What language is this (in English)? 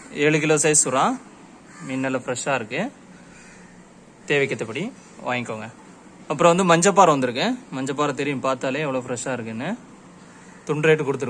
Tamil